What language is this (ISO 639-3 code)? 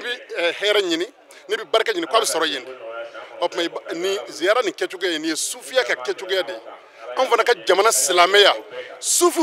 bam